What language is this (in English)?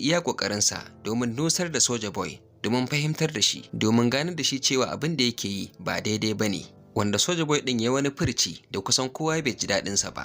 Hausa